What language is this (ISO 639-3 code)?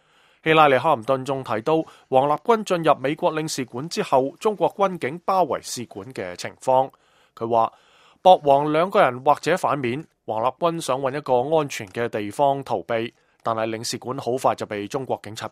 yue